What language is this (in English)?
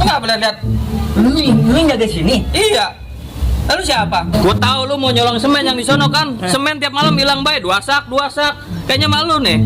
Betawi